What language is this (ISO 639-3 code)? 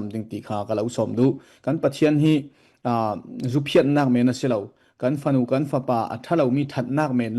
cfm